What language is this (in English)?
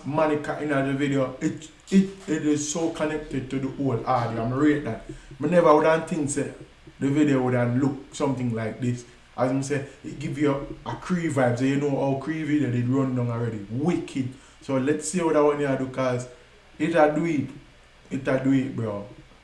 Jamaican Creole English